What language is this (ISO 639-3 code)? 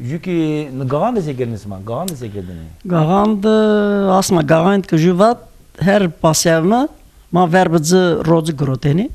zza